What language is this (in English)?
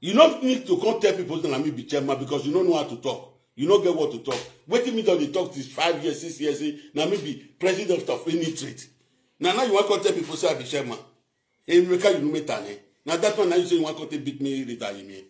Nigerian Pidgin